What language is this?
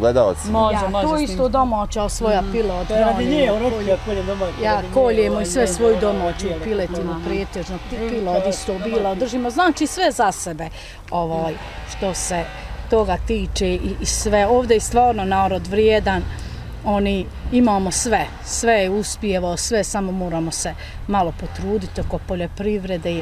Bosnian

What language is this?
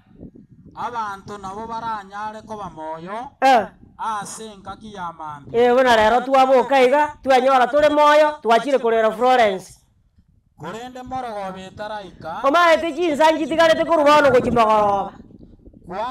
Gusii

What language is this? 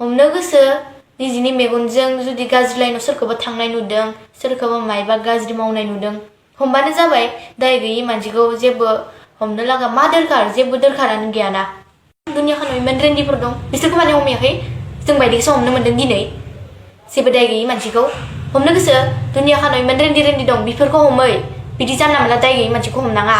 Bodo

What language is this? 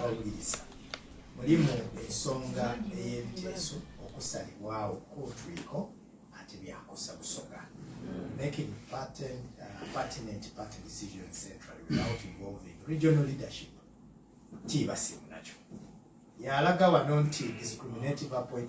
Ganda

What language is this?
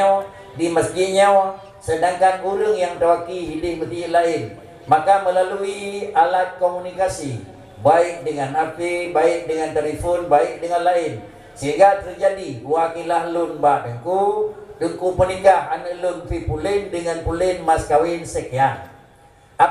Achinese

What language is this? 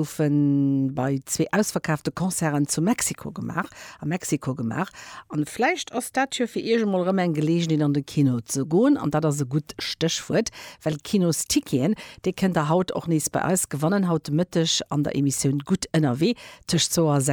Luxembourgish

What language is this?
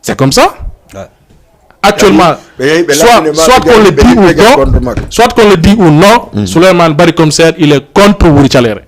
Fula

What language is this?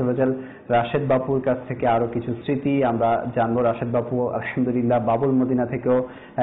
Bangla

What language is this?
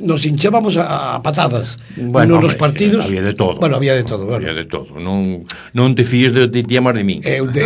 Galician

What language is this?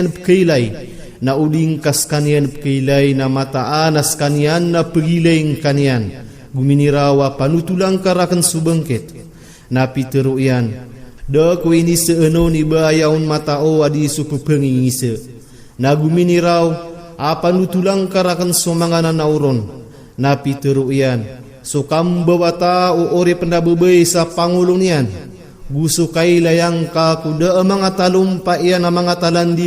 Maranao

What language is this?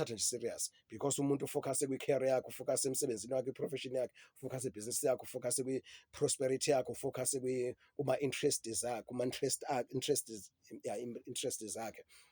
Zulu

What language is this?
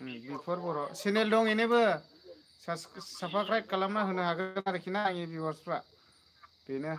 Bodo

